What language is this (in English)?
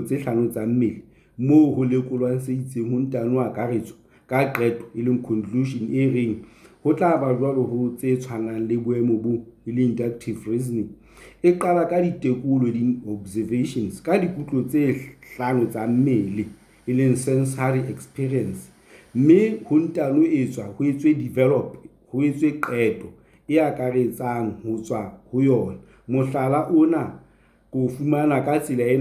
Southern Sotho